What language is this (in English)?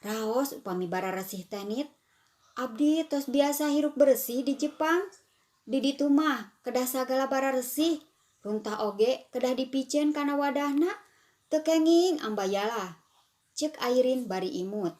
Sundanese